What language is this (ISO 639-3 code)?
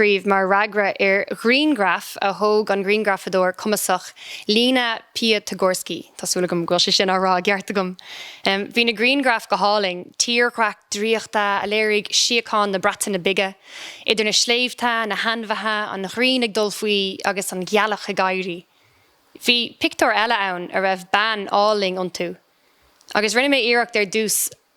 gle